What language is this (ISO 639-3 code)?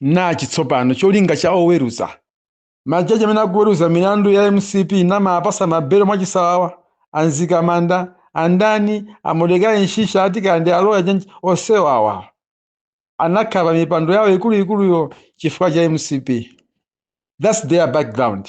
nya